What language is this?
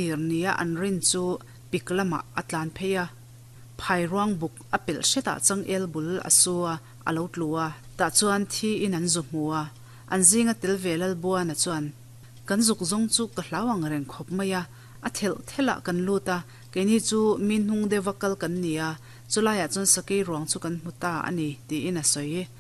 Mizo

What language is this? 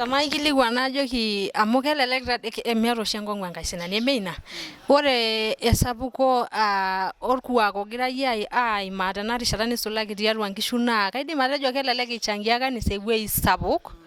Masai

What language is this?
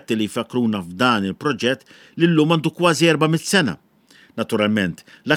Maltese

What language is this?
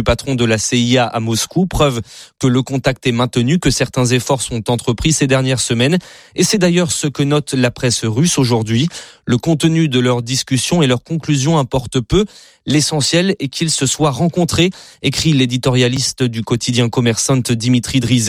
French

